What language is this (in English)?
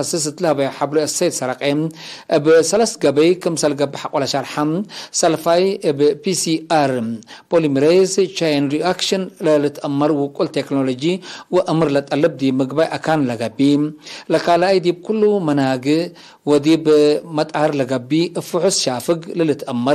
Tigre